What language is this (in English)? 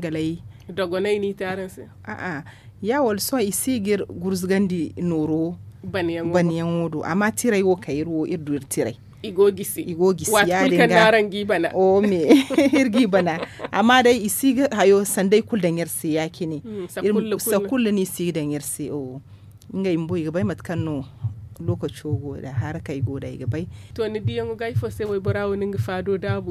Zarma